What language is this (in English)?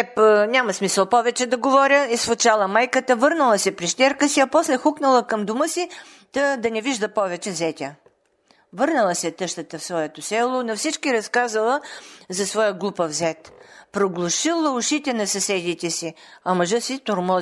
Bulgarian